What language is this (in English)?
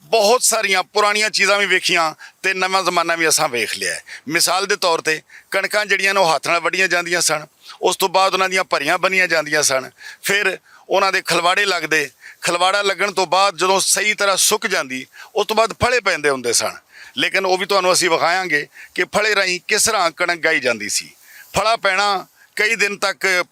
Western Panjabi